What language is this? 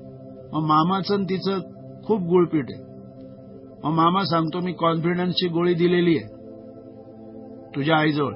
Marathi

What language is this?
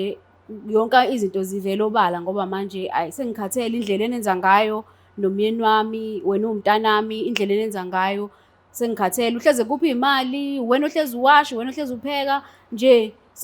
Zulu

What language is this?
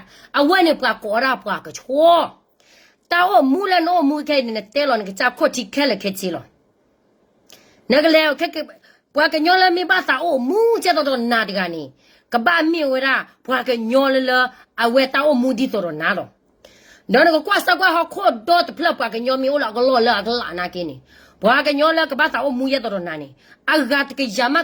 S'gaw Karen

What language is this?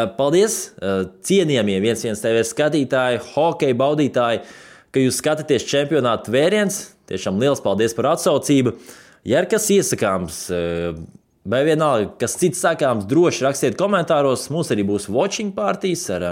Latvian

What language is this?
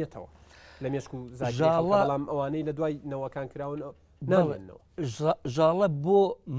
Central Kurdish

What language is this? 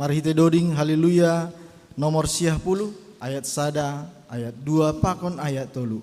Batak Simalungun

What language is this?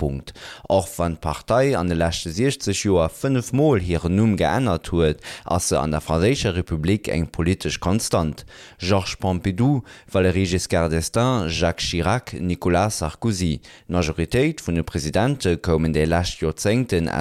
Luxembourgish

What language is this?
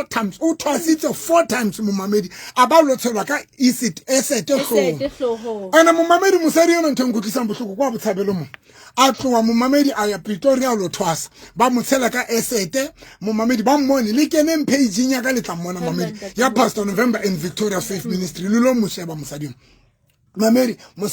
Southern Sotho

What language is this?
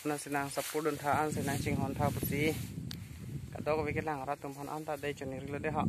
Karbi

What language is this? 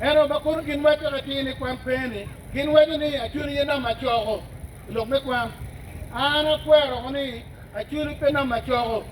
Acoli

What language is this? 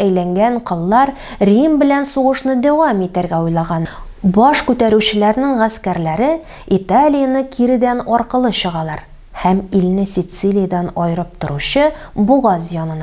Tatar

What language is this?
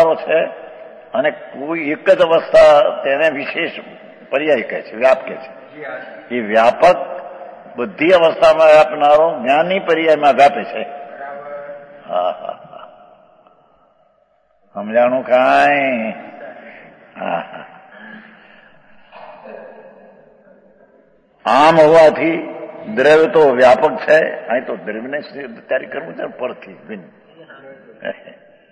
Gujarati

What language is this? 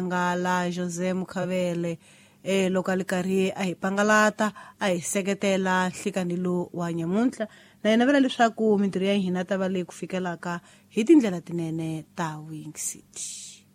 Tsonga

